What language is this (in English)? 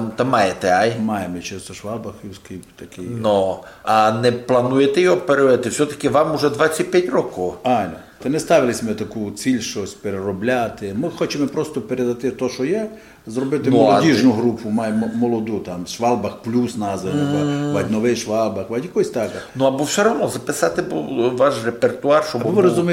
Ukrainian